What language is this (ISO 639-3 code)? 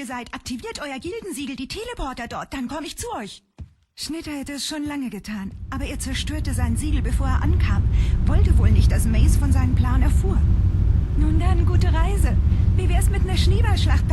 gsw